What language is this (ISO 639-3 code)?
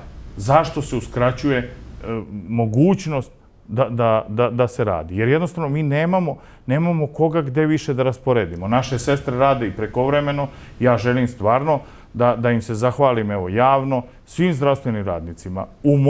srp